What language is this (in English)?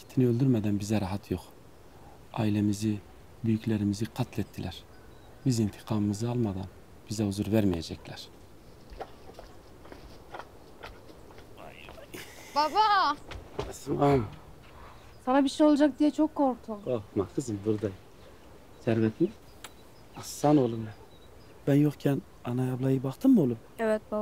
Turkish